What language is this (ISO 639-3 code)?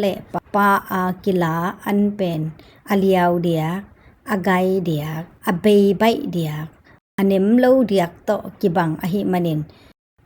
ctd